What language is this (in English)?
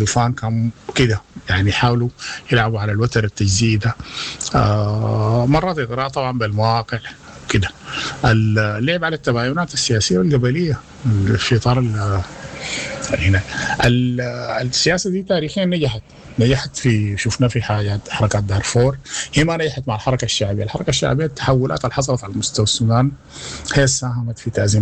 Sudanese Arabic